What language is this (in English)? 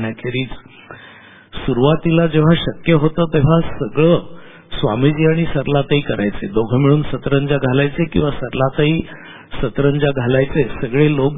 Marathi